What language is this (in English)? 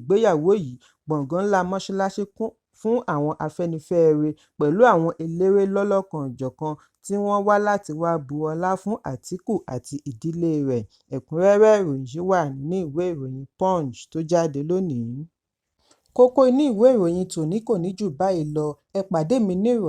Yoruba